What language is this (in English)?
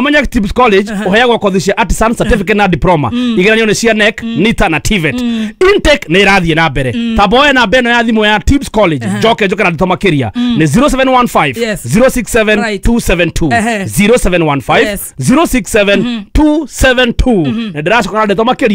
Kikuyu